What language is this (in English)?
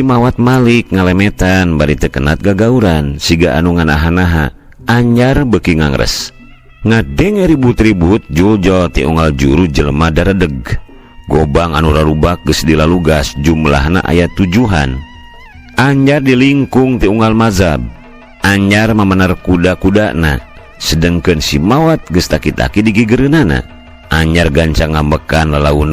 Sundanese